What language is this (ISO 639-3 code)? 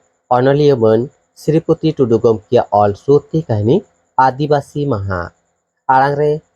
sat